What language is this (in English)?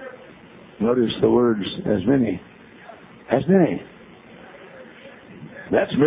English